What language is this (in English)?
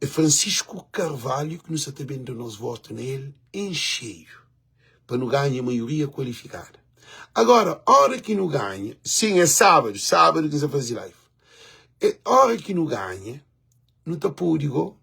Kabuverdianu